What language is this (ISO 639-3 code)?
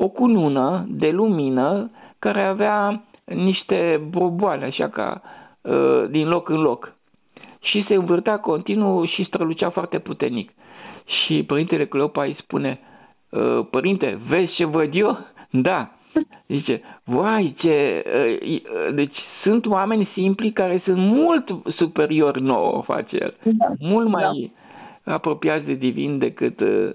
ron